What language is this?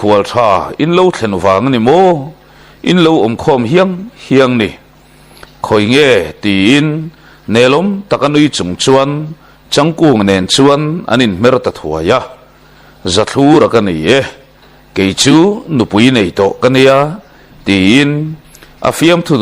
Mizo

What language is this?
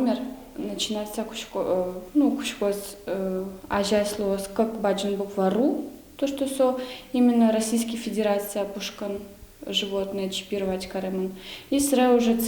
Udmurt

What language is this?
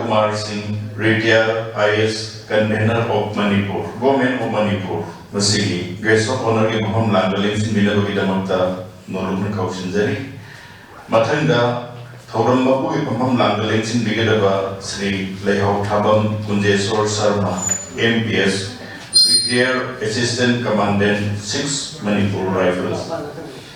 Manipuri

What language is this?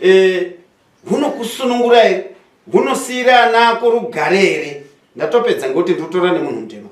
Shona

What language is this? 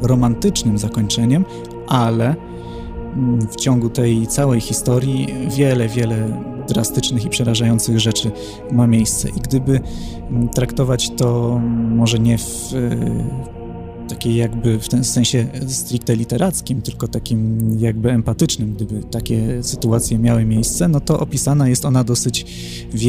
Polish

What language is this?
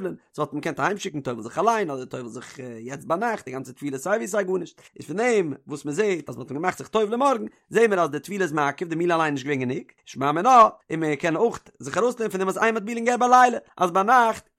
Yiddish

